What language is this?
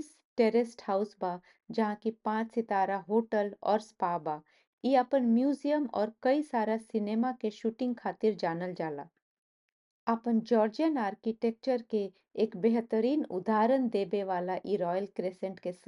Bhojpuri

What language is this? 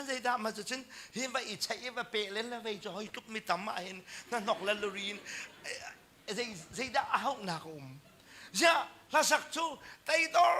Hakha Chin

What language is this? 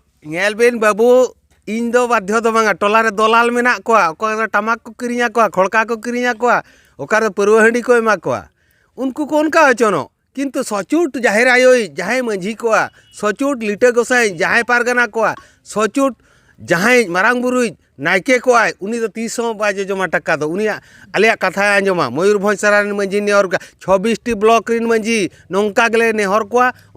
Santali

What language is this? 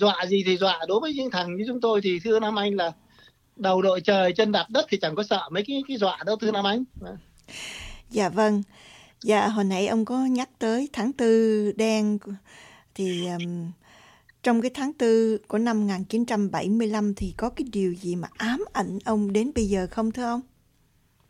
Vietnamese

